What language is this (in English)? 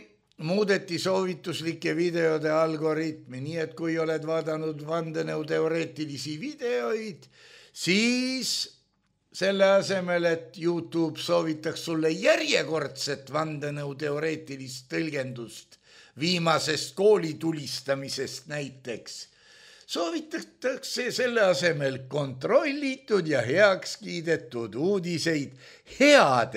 Estonian